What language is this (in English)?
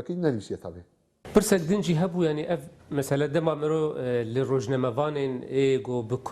Kurdish